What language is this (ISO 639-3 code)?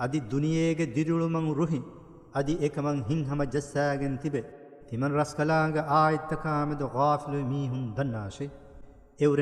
div